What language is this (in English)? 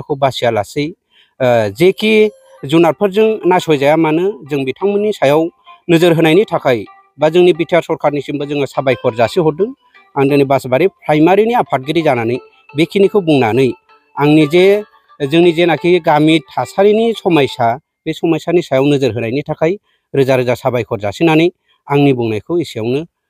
Bodo